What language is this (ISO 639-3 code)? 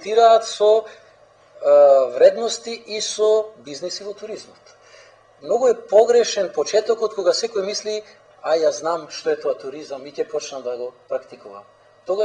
mkd